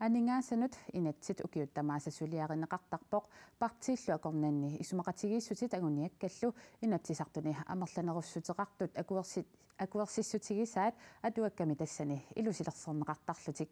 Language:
Kalaallisut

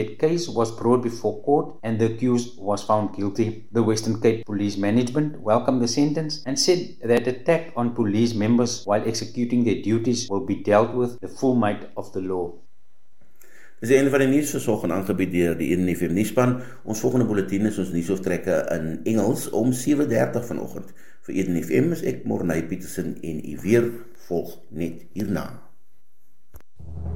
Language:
Afrikaans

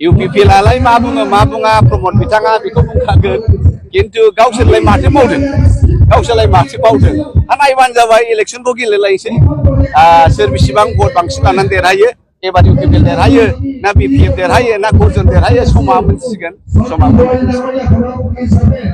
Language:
Bodo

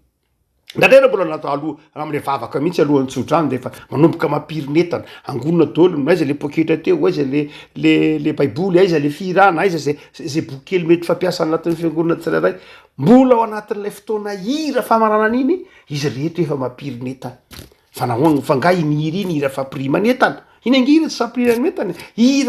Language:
Malagasy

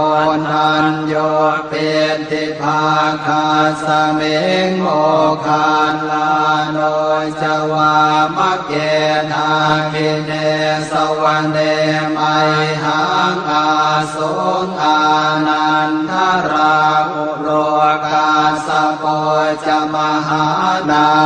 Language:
Pali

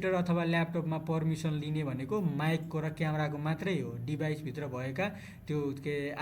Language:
Nepali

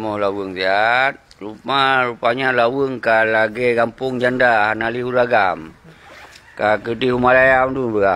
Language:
Achinese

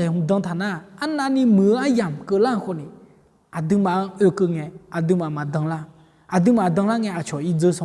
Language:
Akha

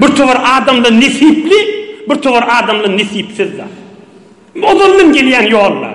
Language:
Turkmen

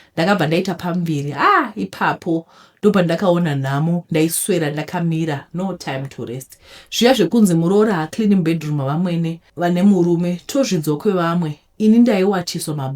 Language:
Shona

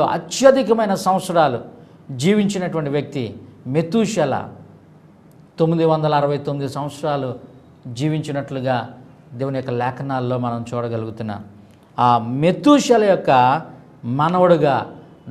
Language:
Telugu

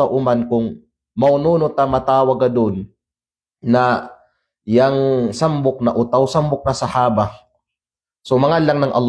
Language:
Kalagan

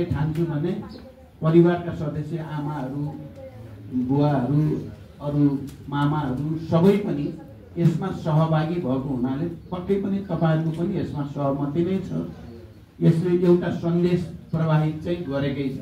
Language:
Nepali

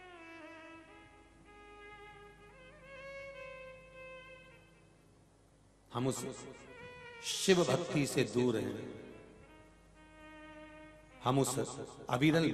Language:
Hindi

